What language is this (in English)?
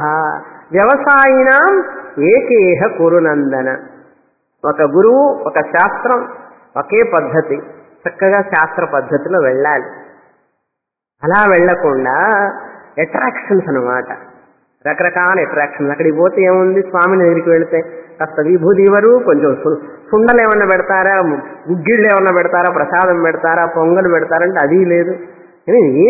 Telugu